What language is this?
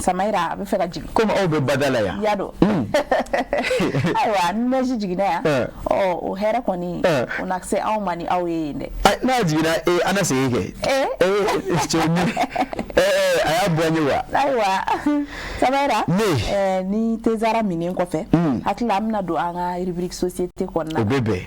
Bambara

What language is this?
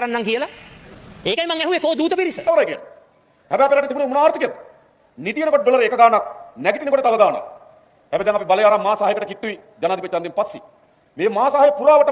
Sinhala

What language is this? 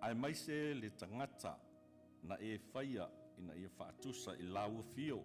Samoan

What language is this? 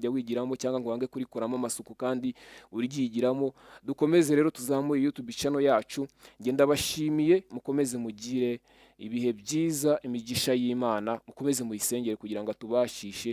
Kinyarwanda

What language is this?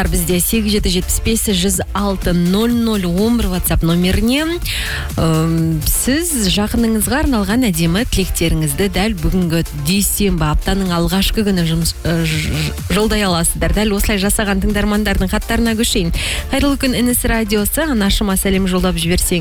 Kazakh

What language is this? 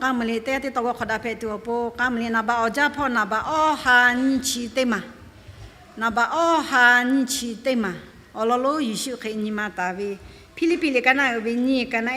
Lahu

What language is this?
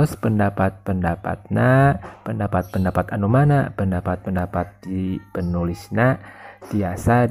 Sundanese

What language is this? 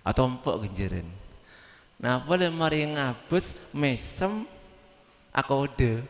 Madurese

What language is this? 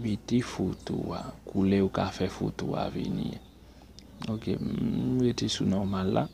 Haitian Creole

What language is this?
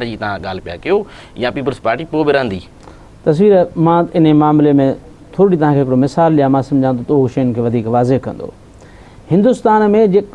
Sindhi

